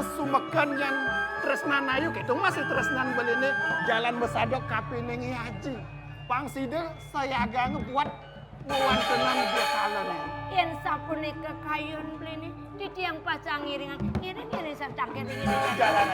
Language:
Balinese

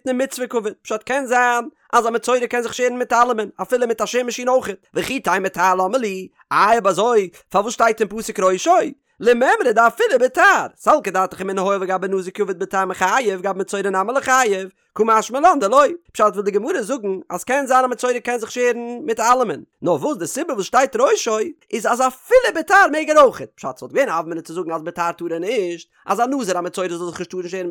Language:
Yiddish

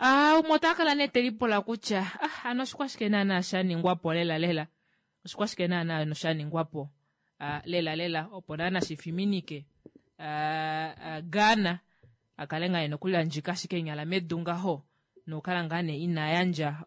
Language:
Kuanyama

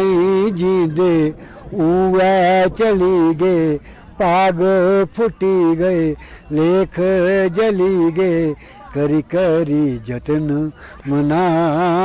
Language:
Dogri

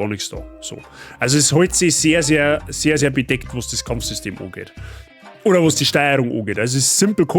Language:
Bavarian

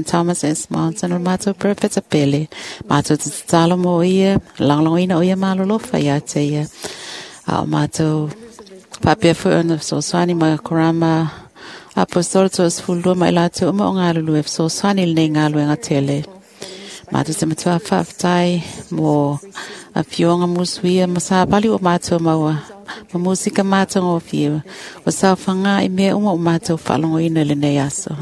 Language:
Samoan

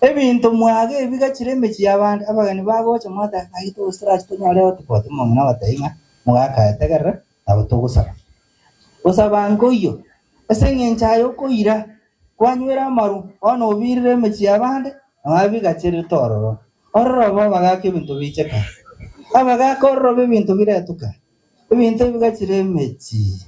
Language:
Gusii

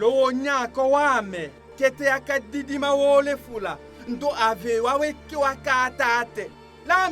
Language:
Tetela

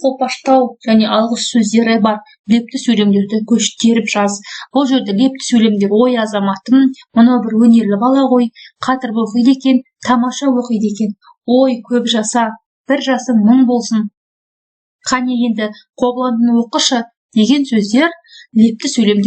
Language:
Kazakh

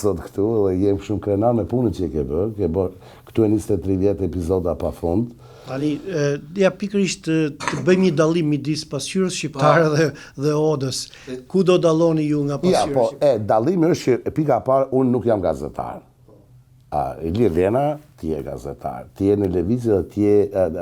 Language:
Albanian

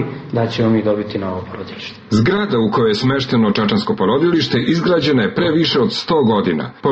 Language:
Serbian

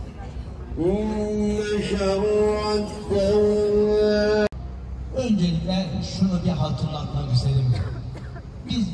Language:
Turkish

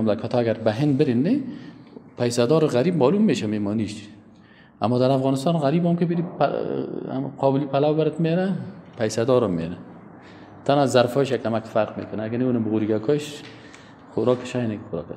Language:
Persian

